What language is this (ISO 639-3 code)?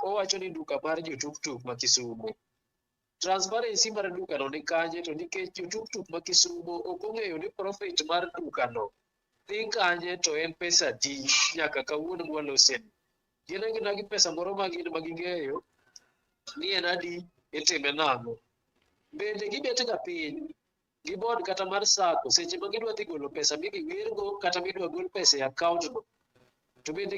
luo